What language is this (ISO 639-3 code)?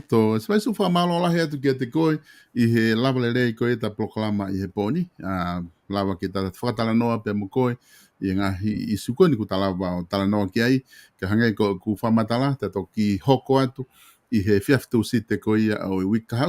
ton